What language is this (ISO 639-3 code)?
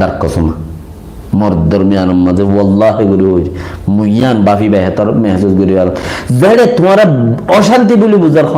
rhg